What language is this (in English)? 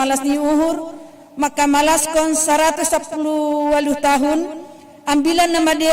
Batak Simalungun